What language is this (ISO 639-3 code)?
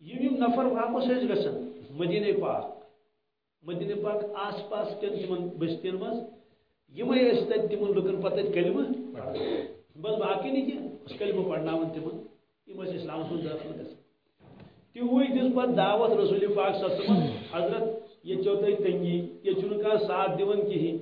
kas